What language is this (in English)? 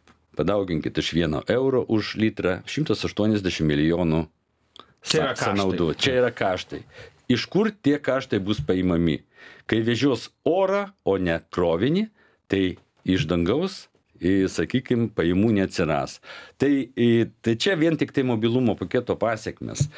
Lithuanian